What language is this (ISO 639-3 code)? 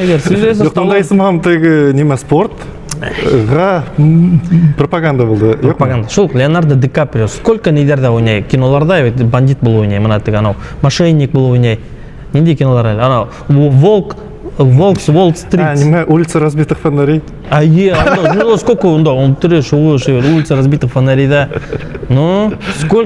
bak